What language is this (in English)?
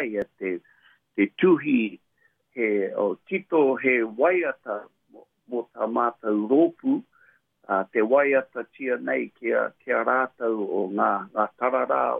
Māori